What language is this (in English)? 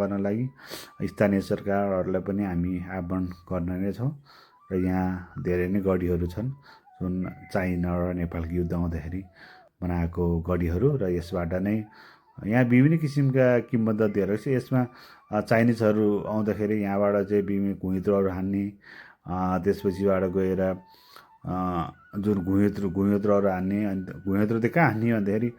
Nepali